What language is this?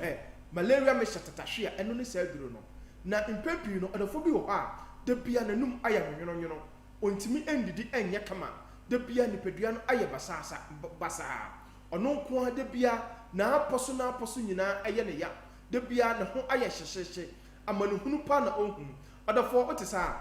Akan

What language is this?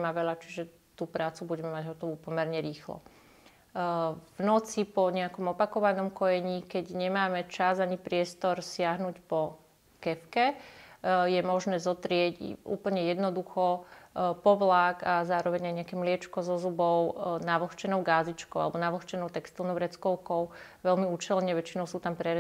Slovak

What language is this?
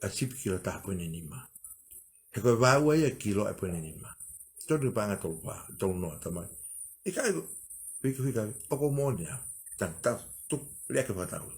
Tongan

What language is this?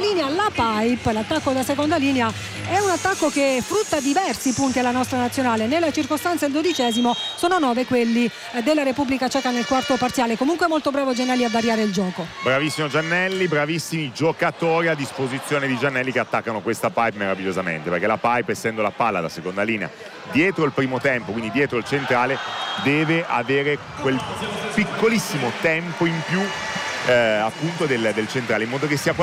Italian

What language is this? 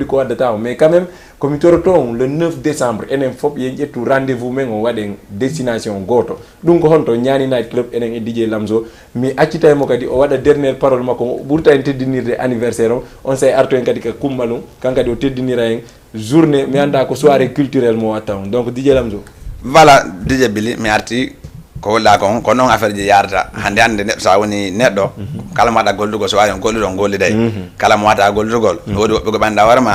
Fula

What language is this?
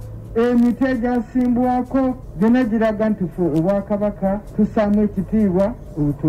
Ganda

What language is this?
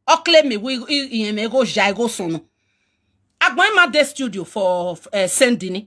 Nigerian Pidgin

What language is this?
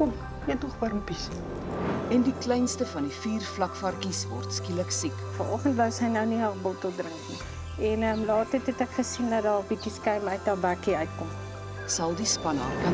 Afrikaans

